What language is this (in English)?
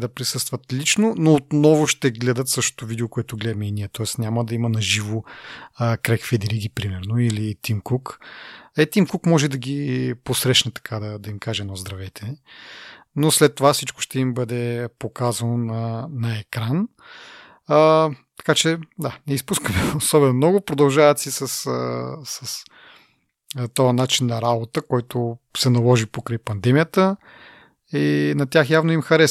Bulgarian